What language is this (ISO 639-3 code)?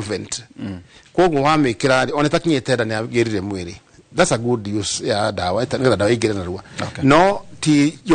kik